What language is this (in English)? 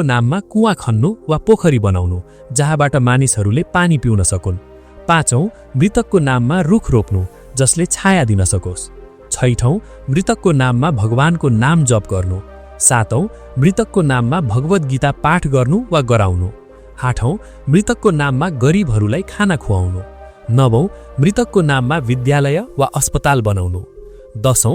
Nepali